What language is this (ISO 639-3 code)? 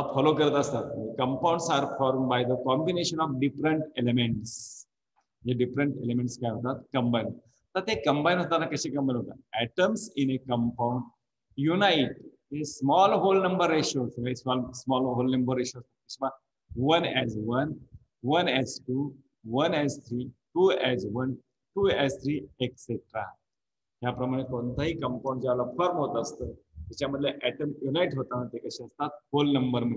mar